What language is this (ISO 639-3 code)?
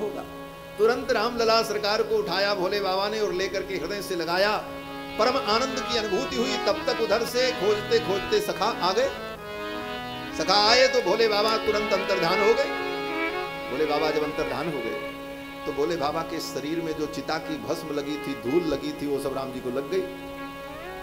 hin